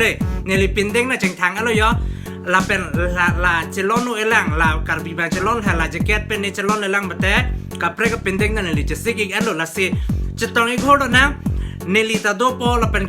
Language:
Karbi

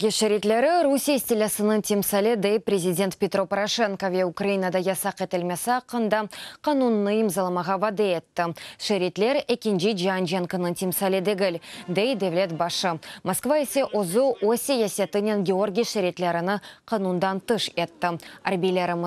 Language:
Crimean Tatar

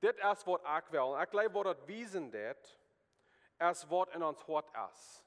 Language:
Plautdietsch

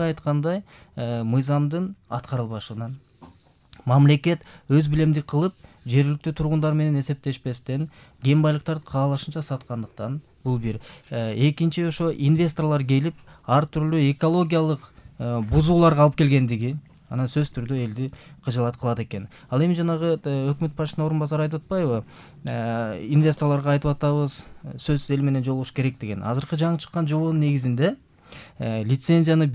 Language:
Kyrgyz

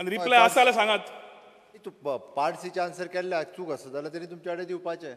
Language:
Konkani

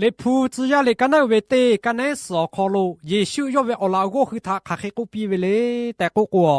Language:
Lahu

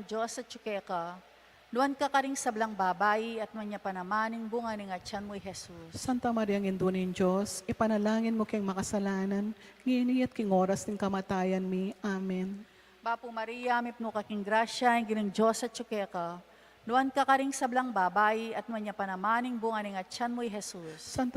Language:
Pampanga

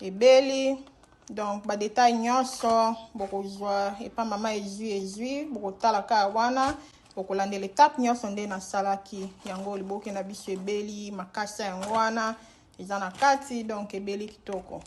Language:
Lingala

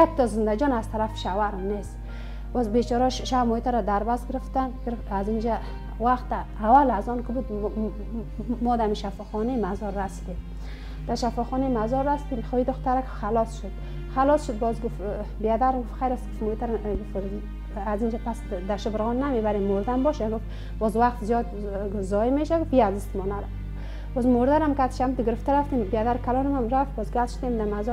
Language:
Persian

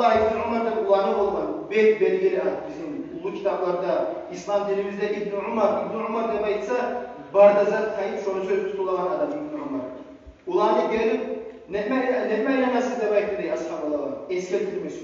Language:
Kumyk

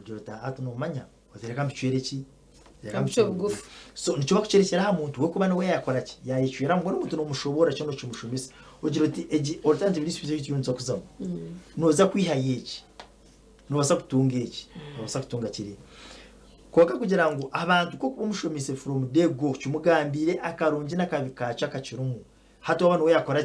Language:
Nyankole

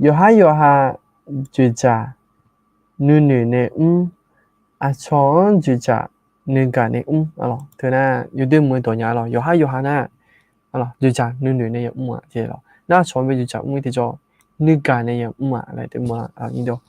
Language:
Akha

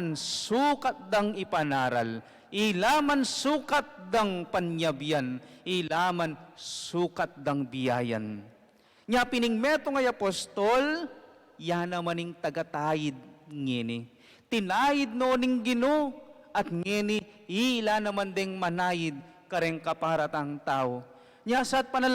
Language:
Pampanga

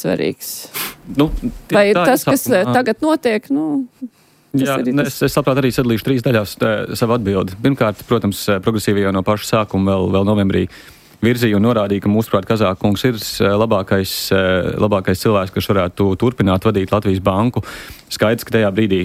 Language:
Latvian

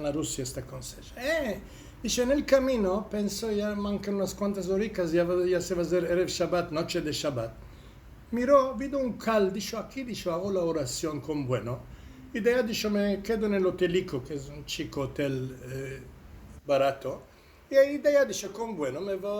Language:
Ladino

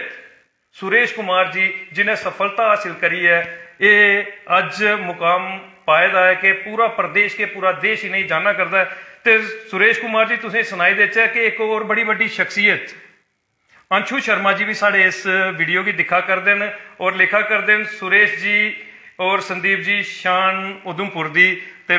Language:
Dogri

